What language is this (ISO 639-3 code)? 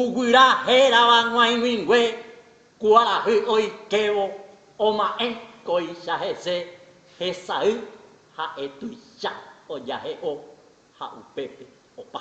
grn